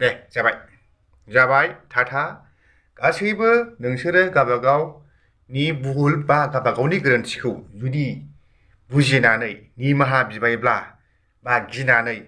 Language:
Bodo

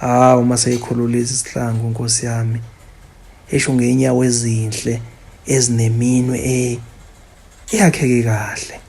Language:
Zulu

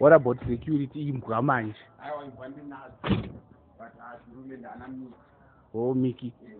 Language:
Shona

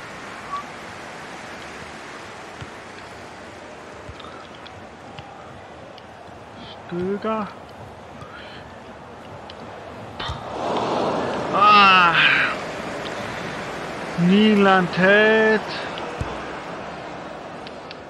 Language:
German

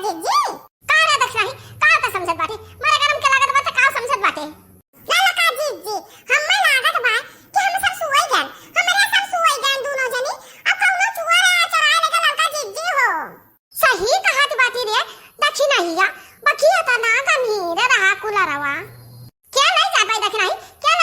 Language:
Awadhi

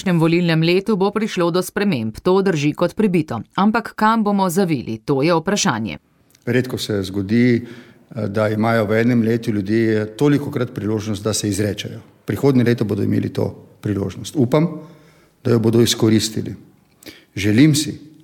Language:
Slovenian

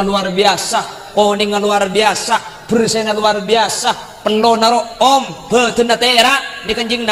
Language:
Madurese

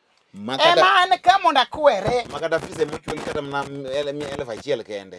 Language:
Luo (Kenya and Tanzania)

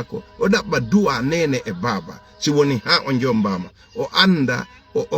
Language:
Fula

